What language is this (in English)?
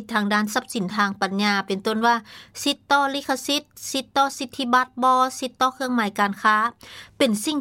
Lao